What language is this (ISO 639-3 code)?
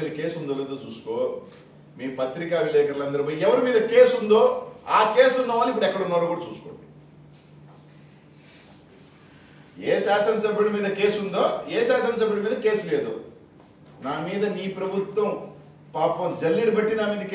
tel